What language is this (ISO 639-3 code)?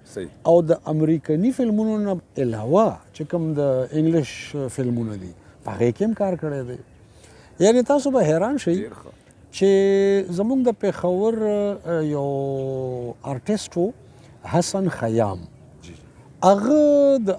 pus